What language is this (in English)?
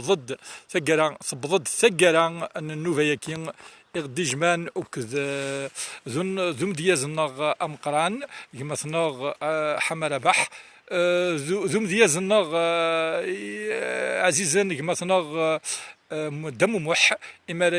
Kabyle